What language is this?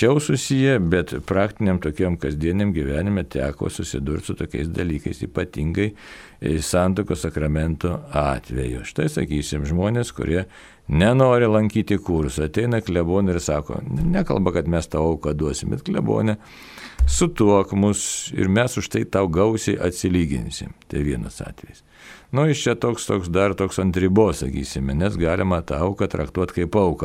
Lithuanian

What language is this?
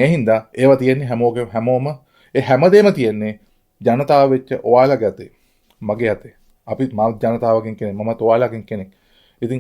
Sinhala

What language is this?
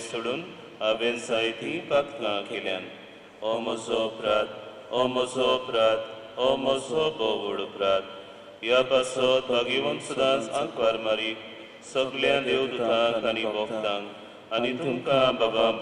Konkani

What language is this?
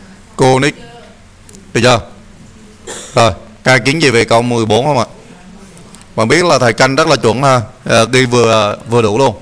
Vietnamese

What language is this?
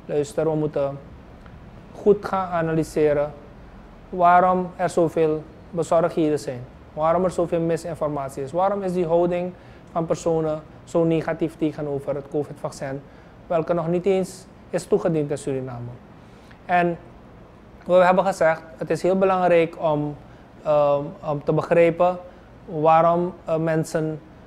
Dutch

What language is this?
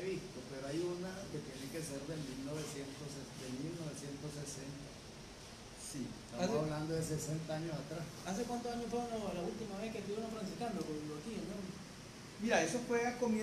Spanish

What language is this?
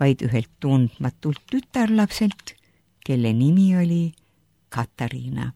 Estonian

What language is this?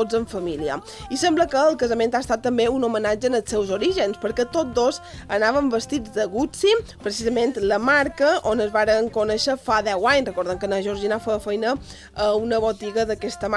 Catalan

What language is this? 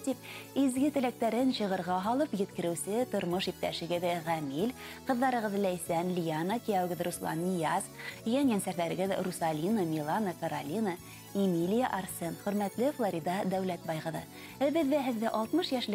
Bashkir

